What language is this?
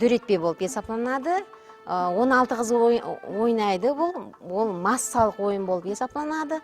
Kara-Kalpak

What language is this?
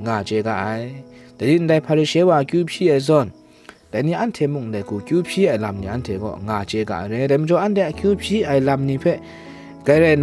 Kachin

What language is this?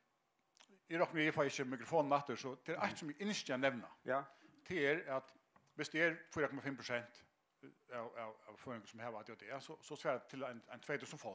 Faroese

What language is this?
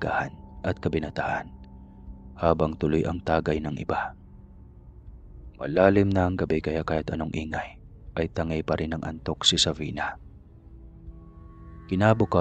Filipino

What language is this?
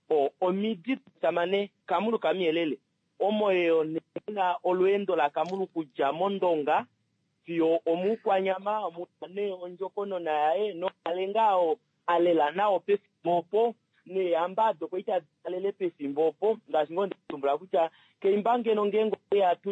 Kuanyama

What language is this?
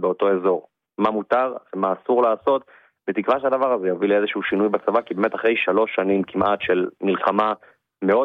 Hebrew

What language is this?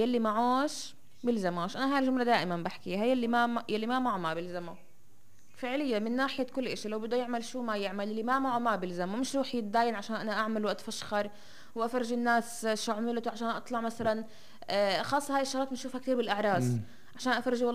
North Levantine Arabic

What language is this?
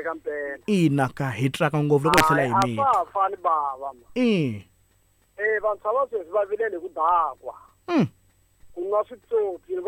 Tsonga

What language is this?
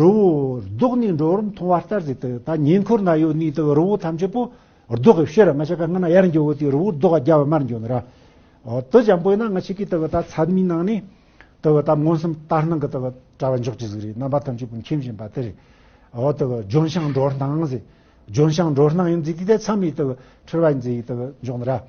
Tibetan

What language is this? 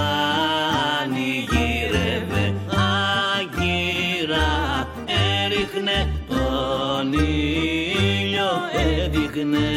Greek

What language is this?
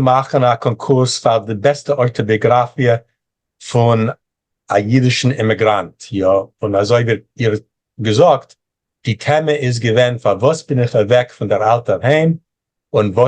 Yiddish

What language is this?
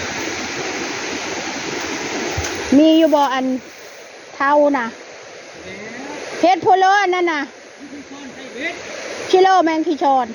Northeastern Thai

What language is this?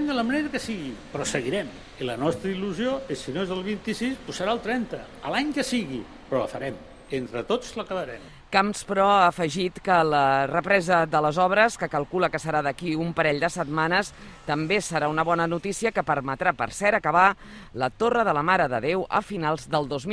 Catalan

